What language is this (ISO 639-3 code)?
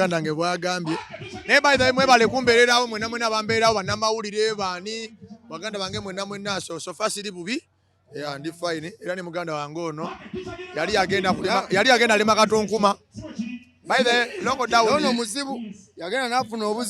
lug